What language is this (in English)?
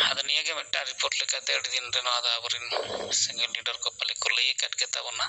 Santali